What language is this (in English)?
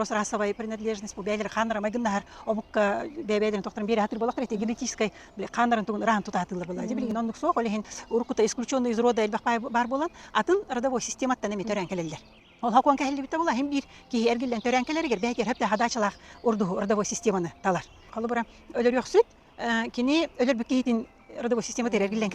Yakut